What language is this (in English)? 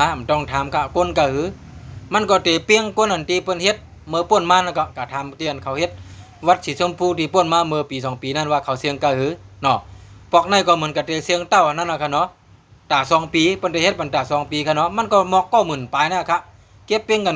Shan